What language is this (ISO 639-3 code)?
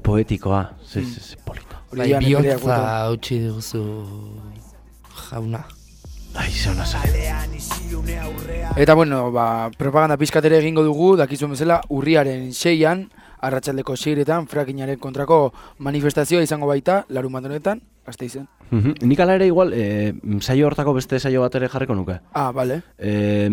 eus